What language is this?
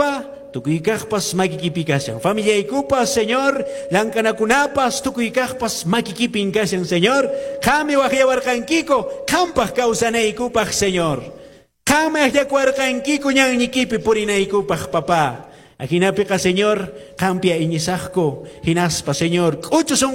Quechua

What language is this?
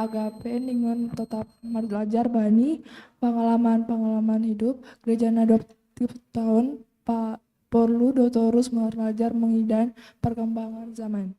Batak Simalungun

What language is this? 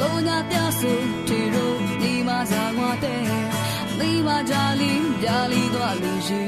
Lisu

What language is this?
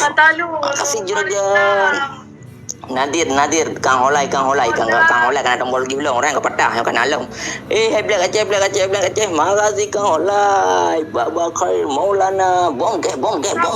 Achinese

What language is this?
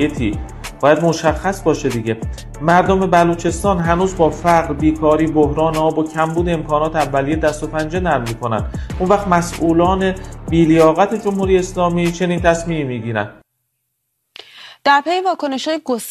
Persian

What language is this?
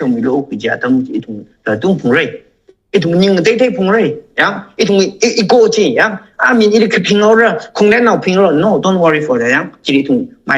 Tangkhul Naga (India)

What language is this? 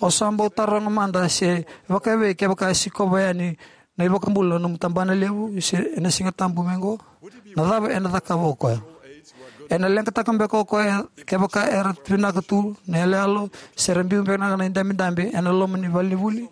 Fijian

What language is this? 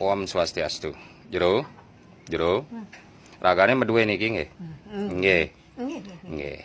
Balinese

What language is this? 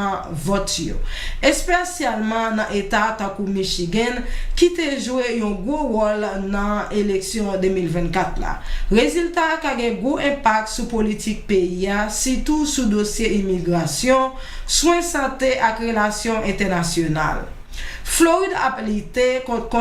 Haitian Creole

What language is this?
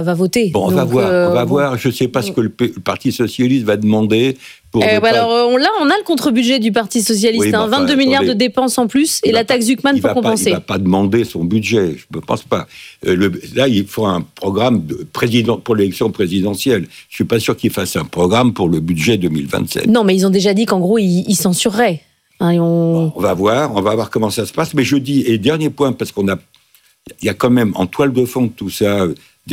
French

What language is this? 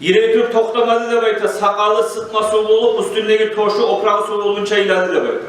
Kumyk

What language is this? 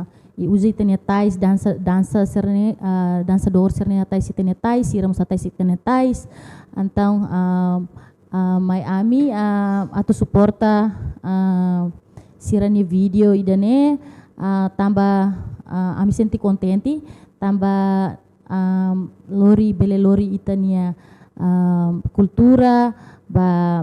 Tetum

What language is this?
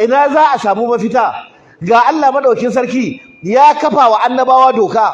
Hausa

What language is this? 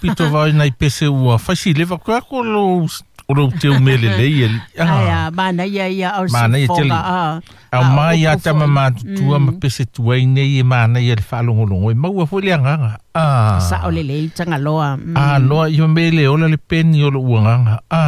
Samoan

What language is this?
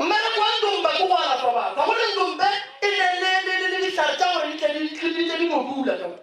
Northern Sotho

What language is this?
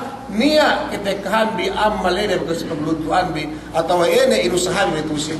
Yakan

